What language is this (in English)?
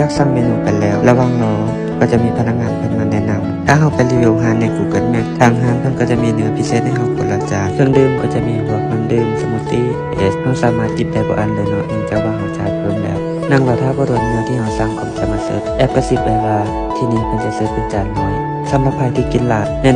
Lao